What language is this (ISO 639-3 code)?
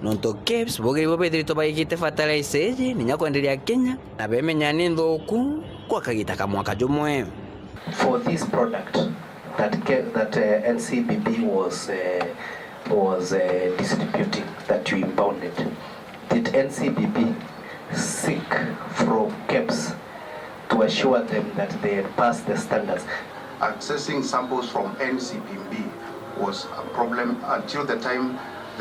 mer